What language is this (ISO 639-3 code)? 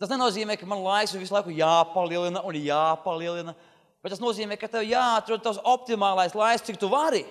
lav